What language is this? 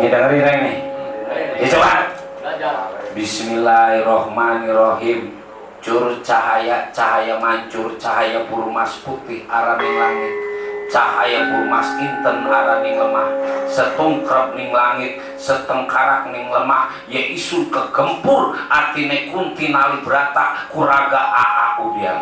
Betawi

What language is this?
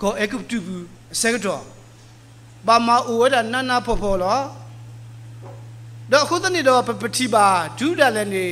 S'gaw Karen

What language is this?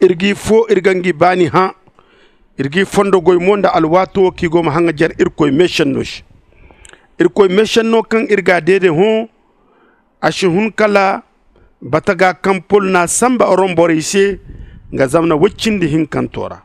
Zarma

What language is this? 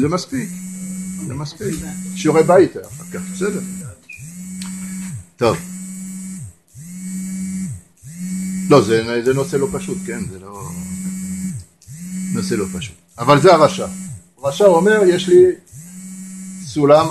Hebrew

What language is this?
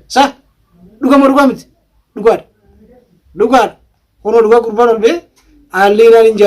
Oromo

